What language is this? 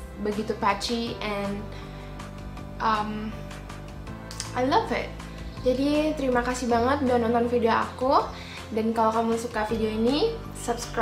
Indonesian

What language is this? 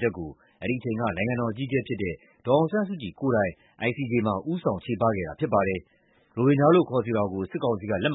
Burmese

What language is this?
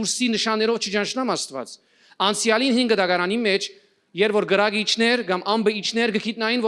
Western Armenian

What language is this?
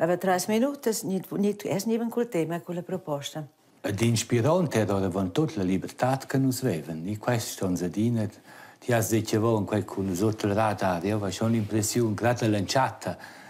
Romansh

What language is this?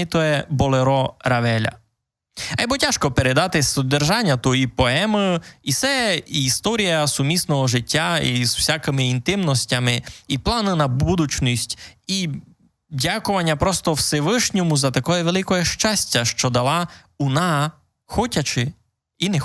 Rusyn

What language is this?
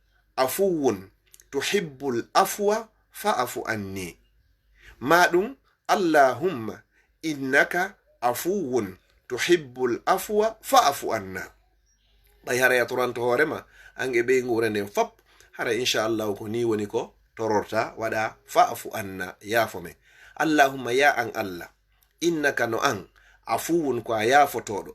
Fula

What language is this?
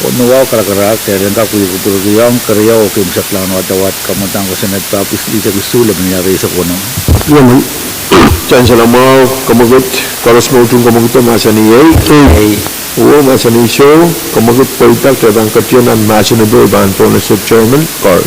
Pohnpeian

